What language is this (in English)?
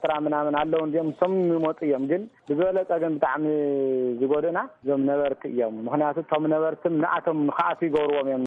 Tigrinya